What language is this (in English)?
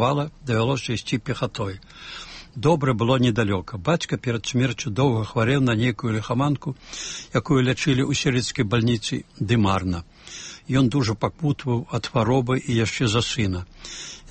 Belarusian